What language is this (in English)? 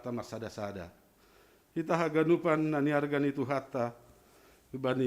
Batak Simalungun